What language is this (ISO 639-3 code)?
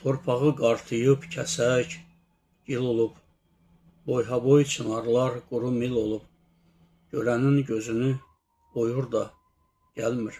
aze